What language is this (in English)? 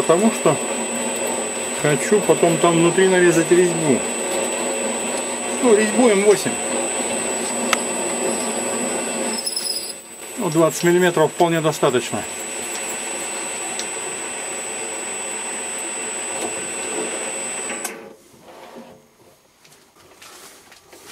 Russian